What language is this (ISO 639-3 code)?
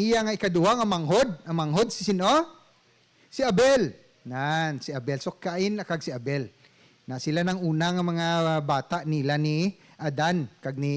hil